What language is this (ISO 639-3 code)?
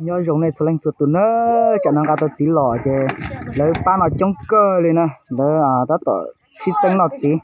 hmn